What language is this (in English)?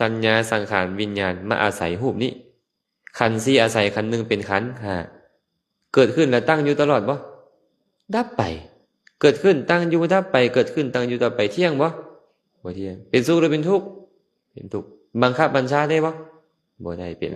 Lao